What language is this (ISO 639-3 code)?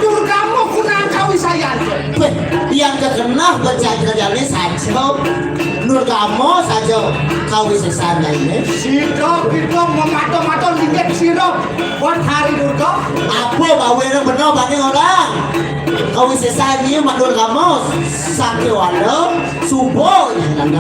ban